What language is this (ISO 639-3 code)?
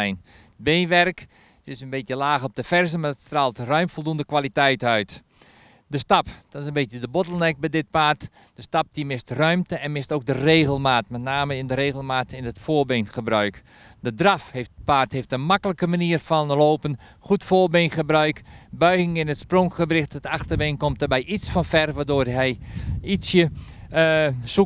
nld